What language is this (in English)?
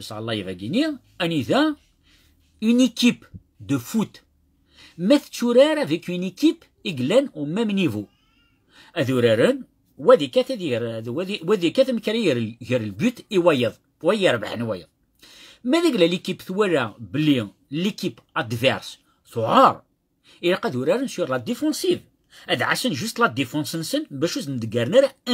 Kabyle